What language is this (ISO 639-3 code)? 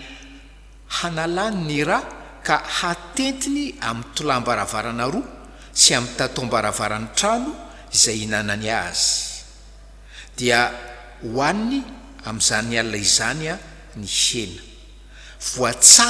mlg